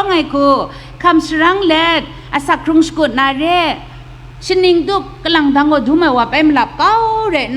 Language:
Kachin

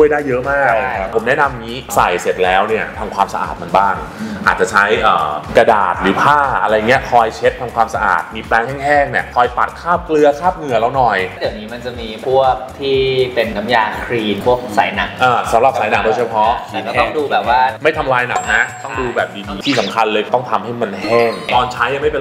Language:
Thai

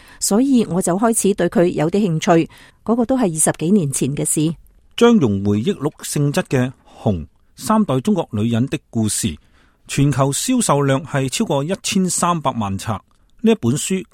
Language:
Cantonese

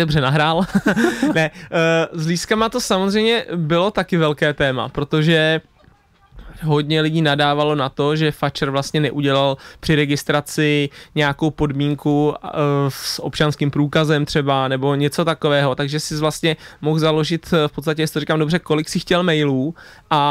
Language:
Czech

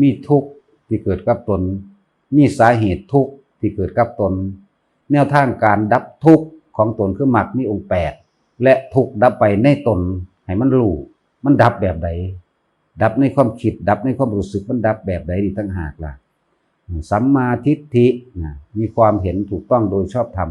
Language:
Northeastern Thai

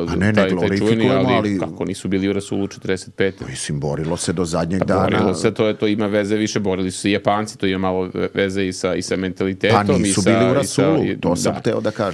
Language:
Serbian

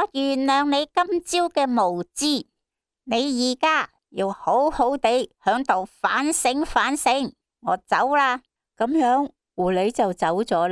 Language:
Cantonese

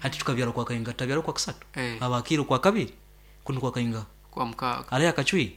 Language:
Nyankole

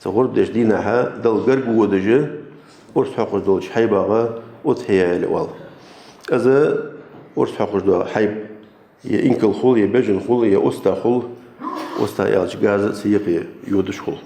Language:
Ingush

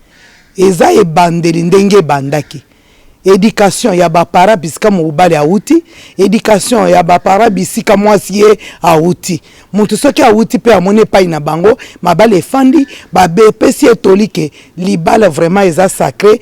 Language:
Lingala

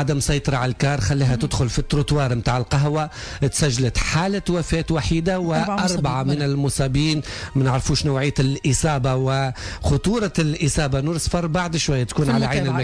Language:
Tunisian Arabic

